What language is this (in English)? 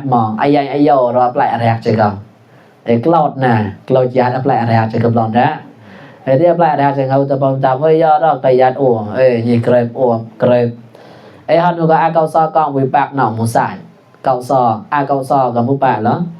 Mon